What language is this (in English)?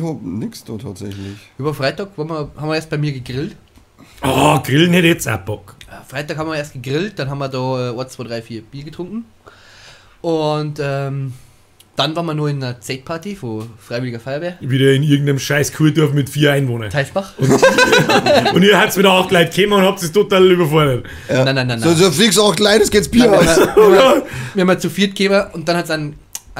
Bavarian